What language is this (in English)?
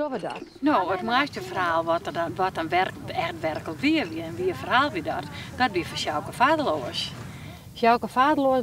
Western Frisian